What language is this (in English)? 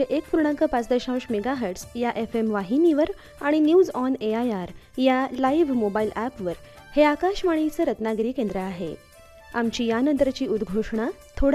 Marathi